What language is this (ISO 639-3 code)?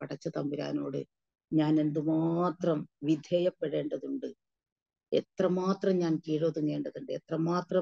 mal